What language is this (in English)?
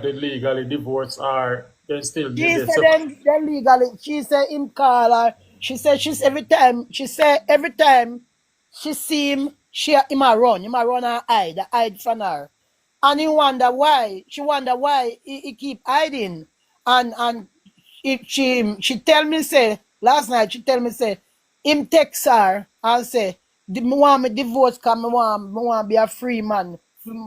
Jamaican Creole English